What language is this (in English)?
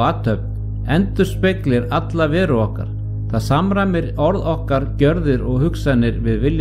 Icelandic